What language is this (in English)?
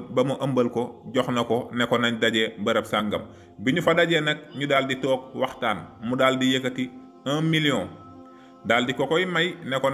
Wolof